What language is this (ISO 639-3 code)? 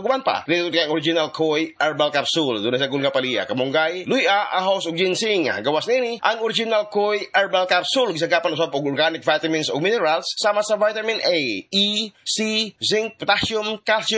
ceb